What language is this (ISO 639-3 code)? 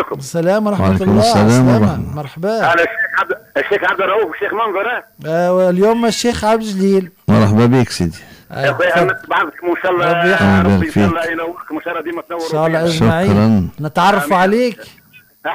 aeb